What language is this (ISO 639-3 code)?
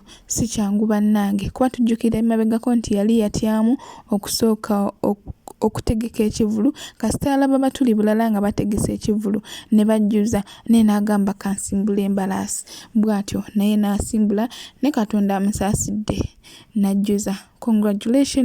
lug